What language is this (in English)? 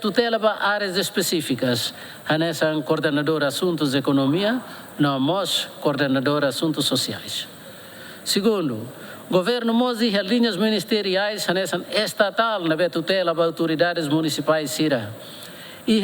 Tetum